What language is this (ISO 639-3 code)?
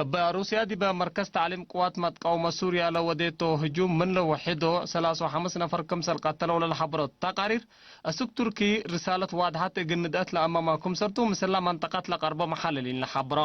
tig